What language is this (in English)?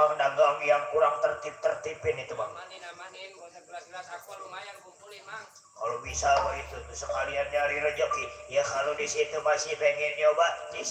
Betawi